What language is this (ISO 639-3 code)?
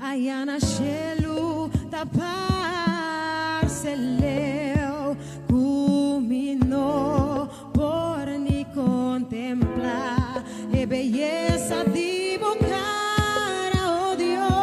pap